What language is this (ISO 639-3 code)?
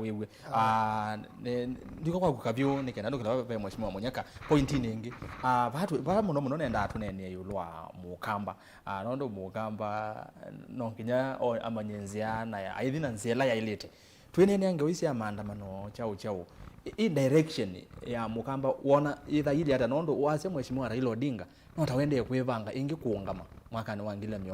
kam